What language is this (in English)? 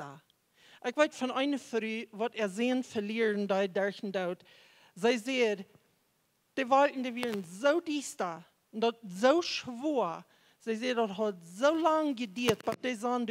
Plautdietsch